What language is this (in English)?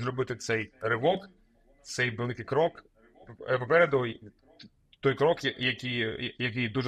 Ukrainian